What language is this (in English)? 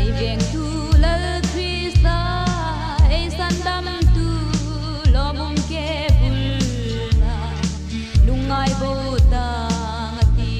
Hmar